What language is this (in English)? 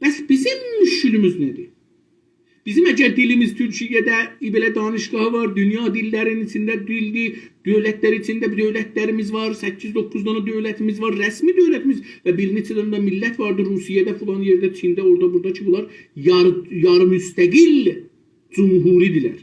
South Azerbaijani